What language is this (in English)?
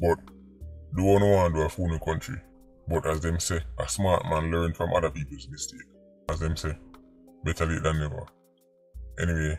Jamaican Creole English